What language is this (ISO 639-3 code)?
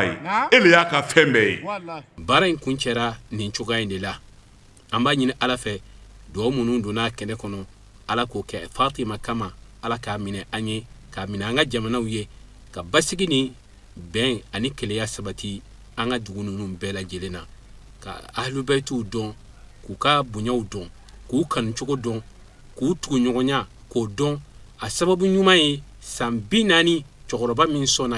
bam